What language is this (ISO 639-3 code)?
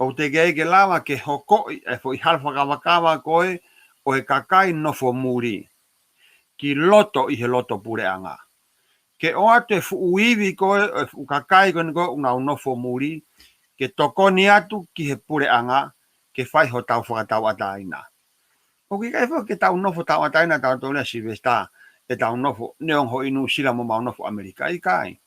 ton